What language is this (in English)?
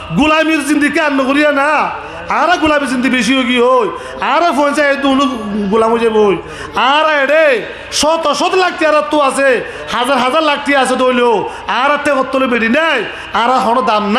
Rohingya